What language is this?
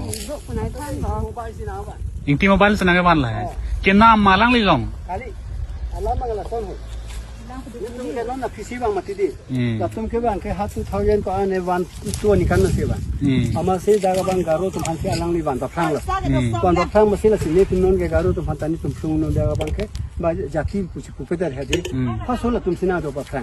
Karbi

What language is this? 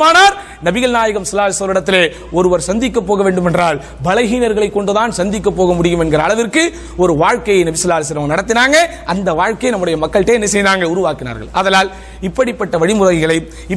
Tamil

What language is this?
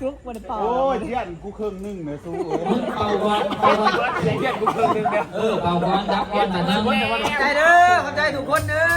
Northeastern Thai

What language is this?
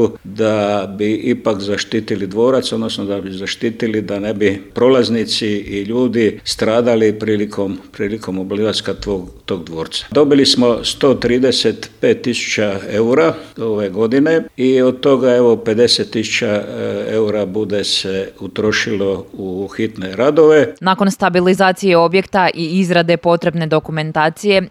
Croatian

